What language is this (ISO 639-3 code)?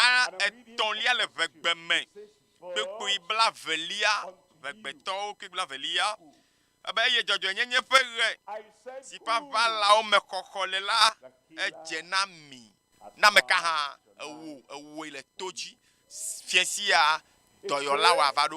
ewe